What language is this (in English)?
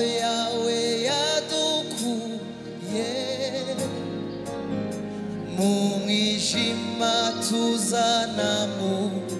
Kinyarwanda